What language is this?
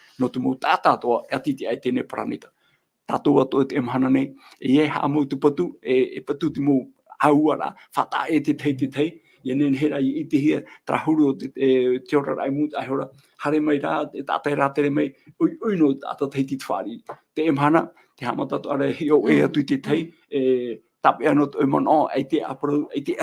Tahitian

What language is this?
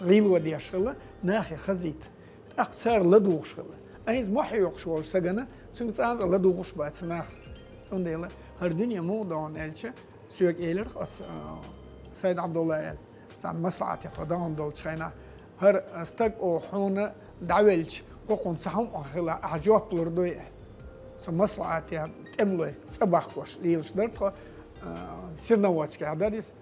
Chechen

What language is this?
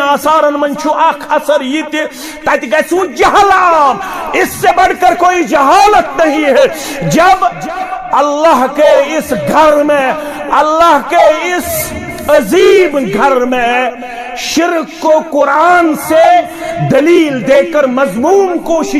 Kashmiri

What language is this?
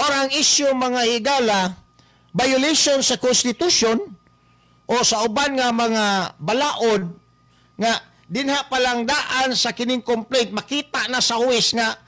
Cebuano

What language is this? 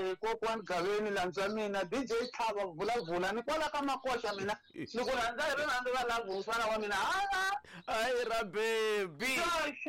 Tsonga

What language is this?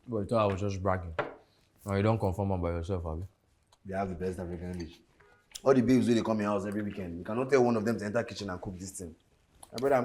Nigerian Pidgin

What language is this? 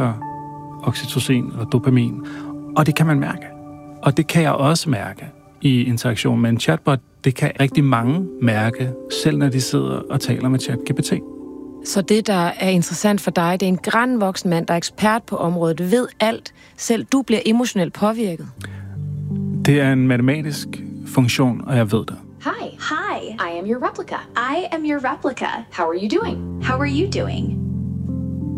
Danish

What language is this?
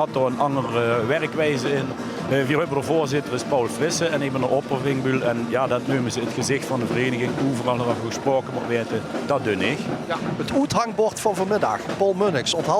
Limburgish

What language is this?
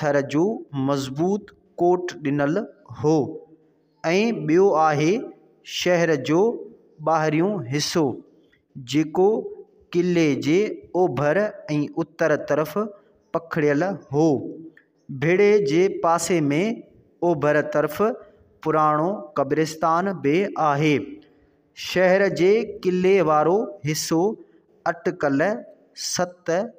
Sindhi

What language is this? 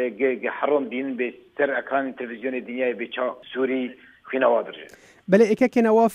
Kurdish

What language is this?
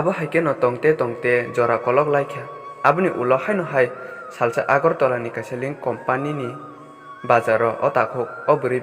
Kok Borok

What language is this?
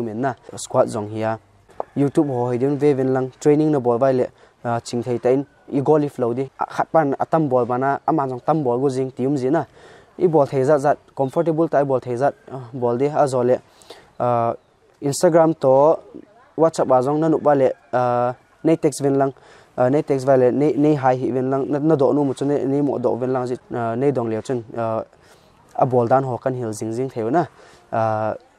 Paite Chin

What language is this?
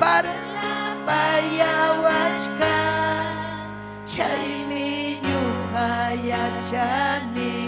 Ayacucho Quechua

